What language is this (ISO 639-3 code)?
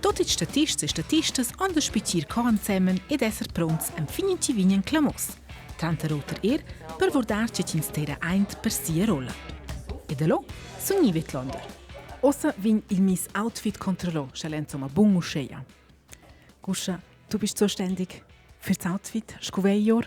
roh